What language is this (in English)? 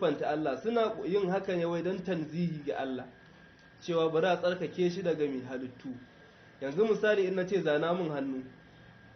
Hausa